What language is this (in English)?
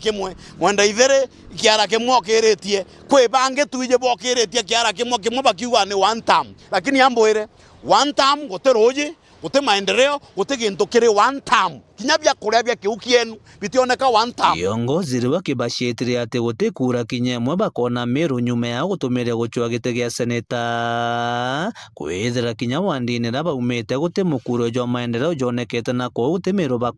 Meru